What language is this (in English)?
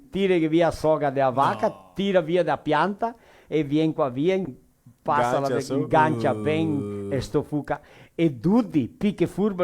Venetian